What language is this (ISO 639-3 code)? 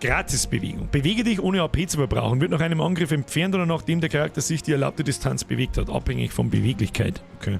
bar